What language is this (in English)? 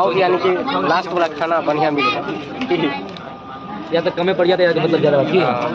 Maithili